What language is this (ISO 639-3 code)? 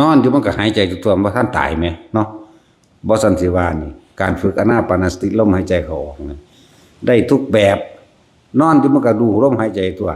lao